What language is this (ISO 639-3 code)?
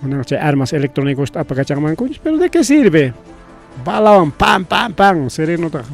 quy